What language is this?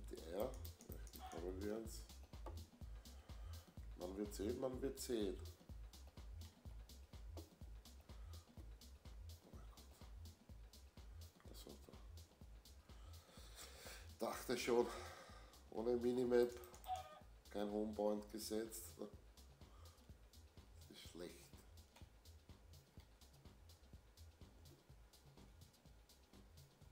German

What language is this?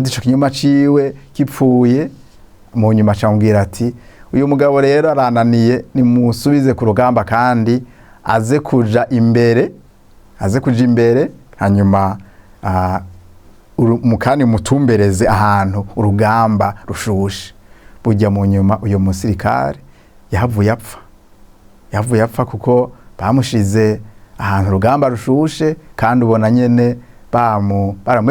Rundi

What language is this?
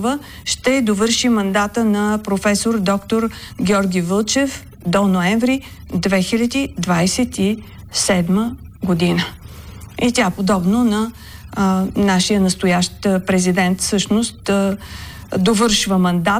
Bulgarian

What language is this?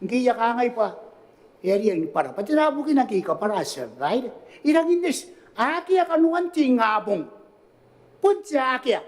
Gilbertese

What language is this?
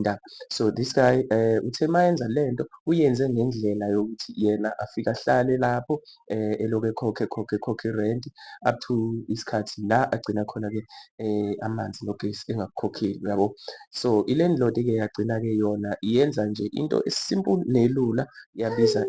Zulu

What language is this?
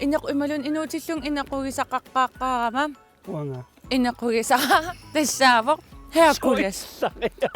Kalaallisut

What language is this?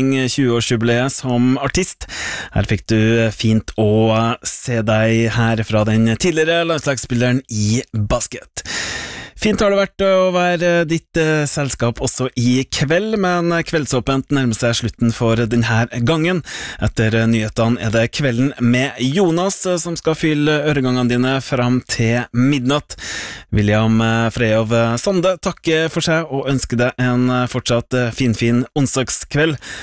Norwegian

